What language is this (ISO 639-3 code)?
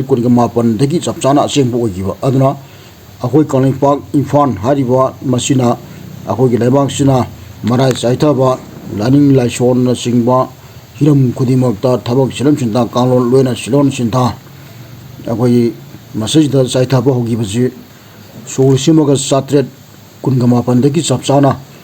mni